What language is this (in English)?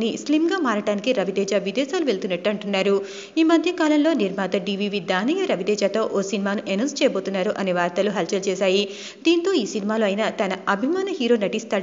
Telugu